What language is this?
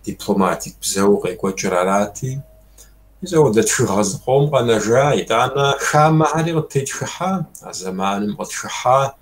Kabardian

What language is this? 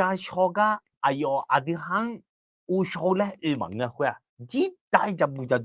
Akha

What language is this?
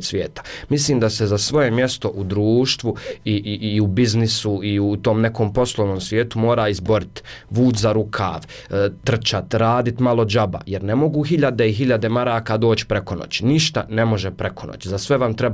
Bosnian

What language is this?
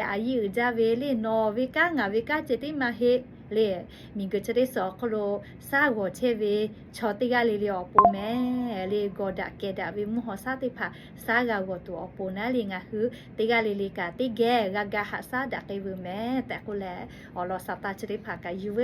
Lahu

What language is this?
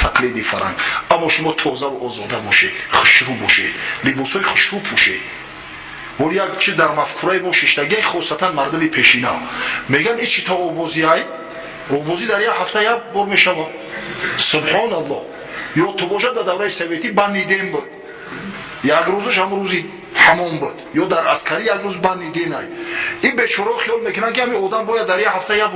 Tajik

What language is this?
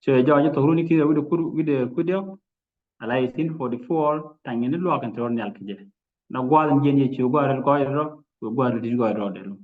Nuer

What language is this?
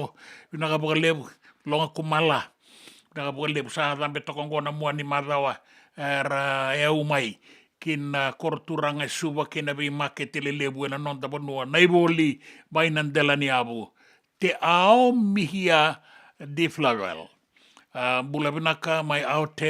Fijian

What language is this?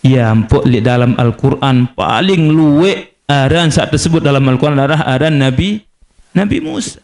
Sasak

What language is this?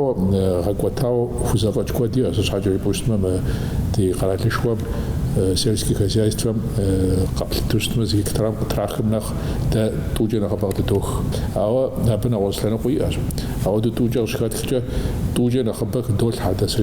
Kabardian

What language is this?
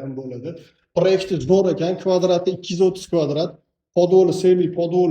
Uzbek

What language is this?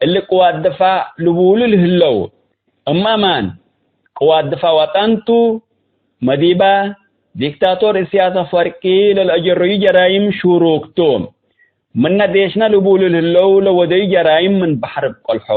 Tigre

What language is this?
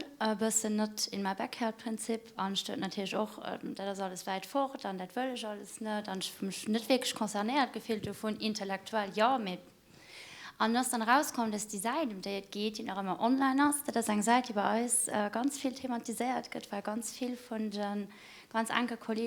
Luxembourgish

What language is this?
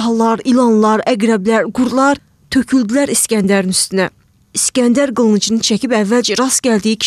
Azerbaijani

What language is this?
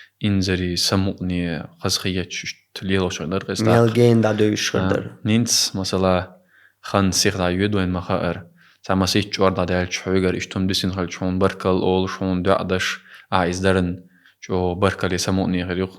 Chechen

